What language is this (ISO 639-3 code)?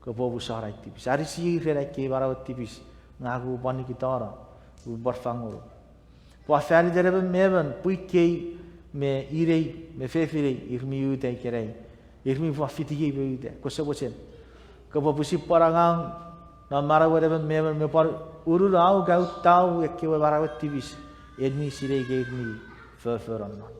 chk